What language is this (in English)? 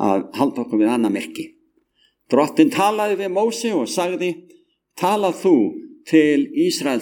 Icelandic